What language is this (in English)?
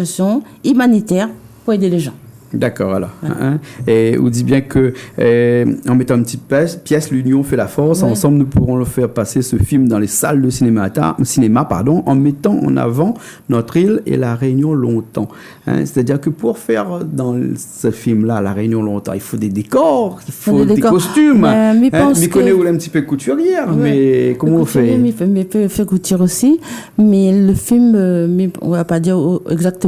Réunion Creole French